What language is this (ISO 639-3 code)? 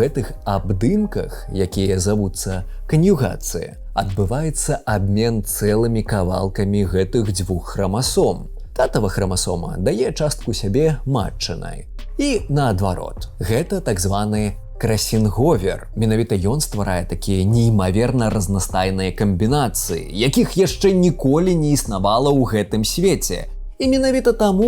bel